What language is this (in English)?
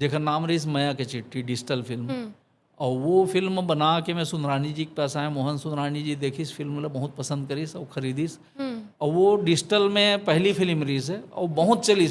Chhattisgarhi